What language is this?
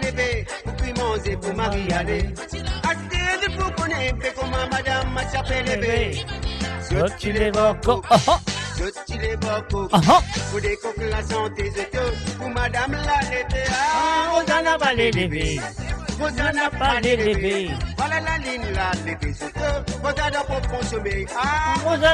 Morisyen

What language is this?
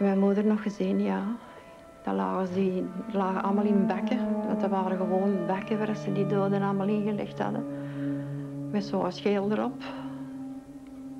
Dutch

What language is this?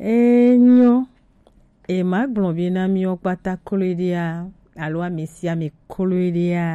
Gen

